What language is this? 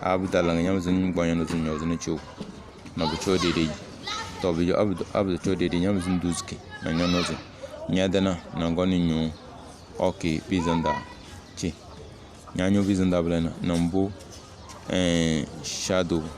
Tem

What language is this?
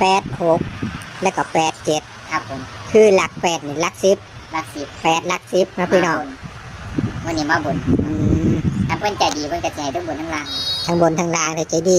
Northeastern Thai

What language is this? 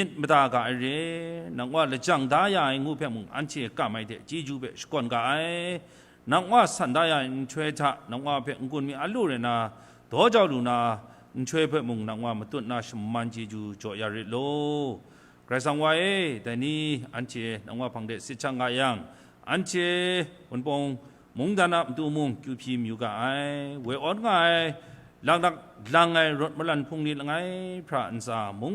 Kachin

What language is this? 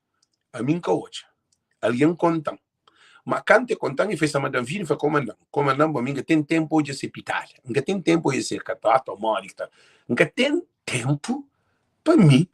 Kabuverdianu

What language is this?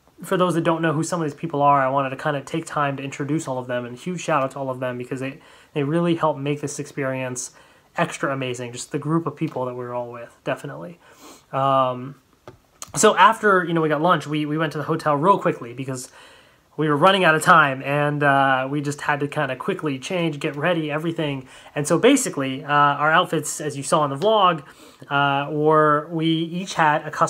English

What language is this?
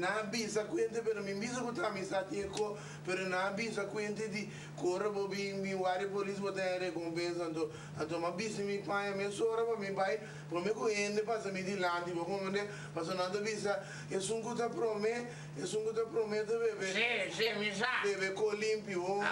Papiamento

